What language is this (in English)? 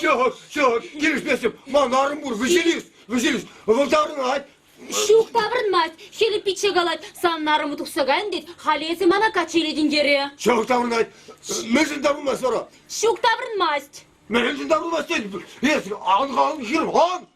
Chuvash